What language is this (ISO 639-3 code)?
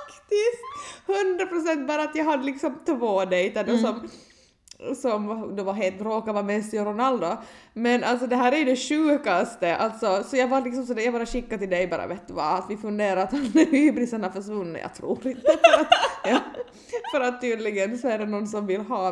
swe